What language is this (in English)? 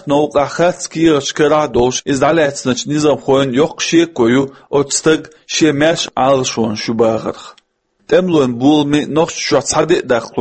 Chechen